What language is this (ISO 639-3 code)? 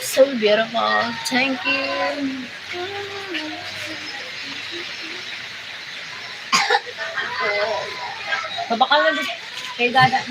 bik